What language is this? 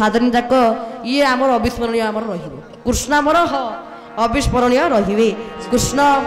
Odia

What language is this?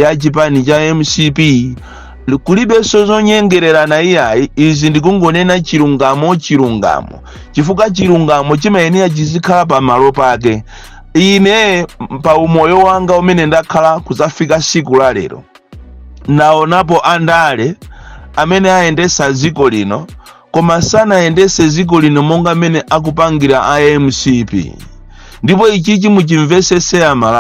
Nyanja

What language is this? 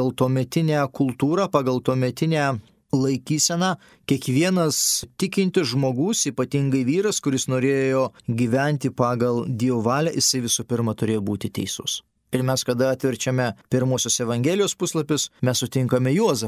Lithuanian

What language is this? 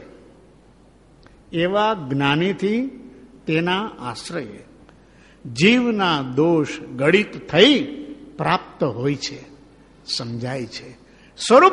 Gujarati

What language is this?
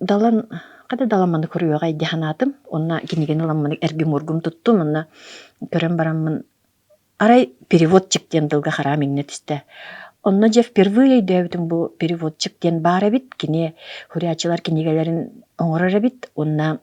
Yakut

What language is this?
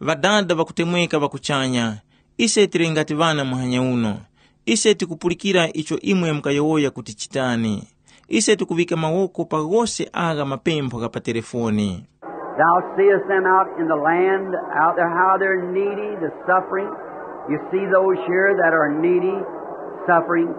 Tumbuka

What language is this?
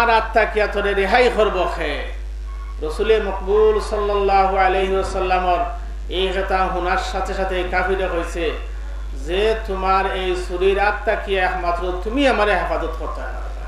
Sylheti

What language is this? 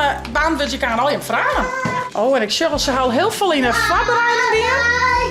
Western Frisian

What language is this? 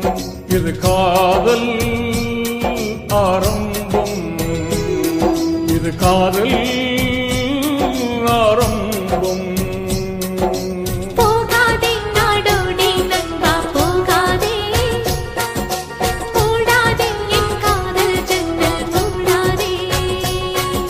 Tamil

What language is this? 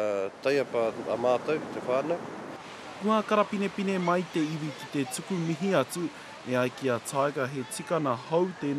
Māori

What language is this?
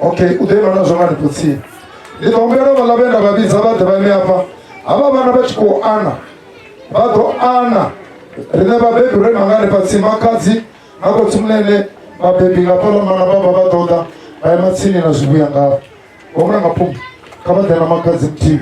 Venda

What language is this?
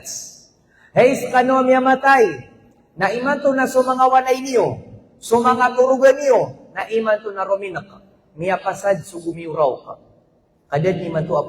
Maranao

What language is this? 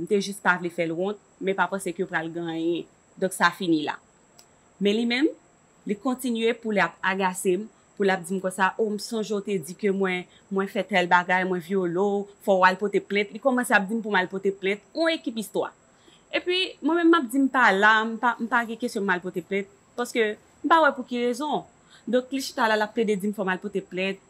Haitian Creole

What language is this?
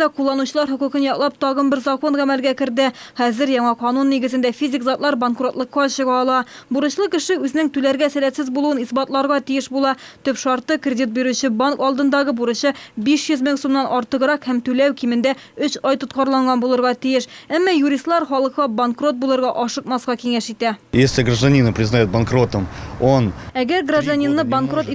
Tatar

